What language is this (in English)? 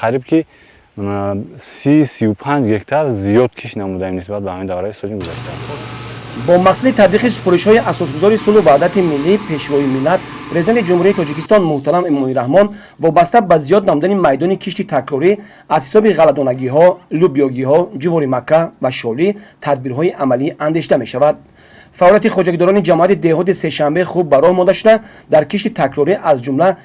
Tajik